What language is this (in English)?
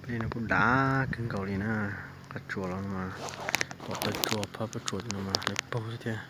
Hmong